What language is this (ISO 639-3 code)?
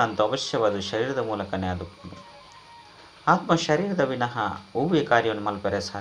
tcy